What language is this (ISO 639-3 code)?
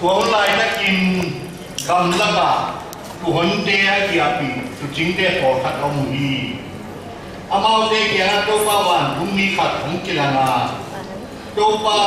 ctd